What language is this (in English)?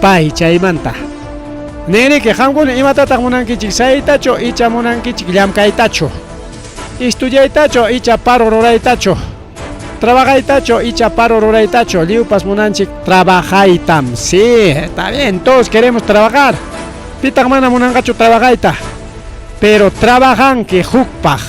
Ayacucho Quechua